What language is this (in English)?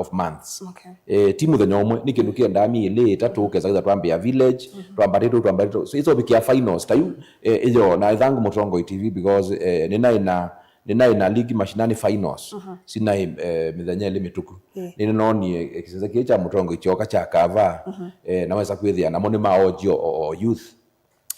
Kamba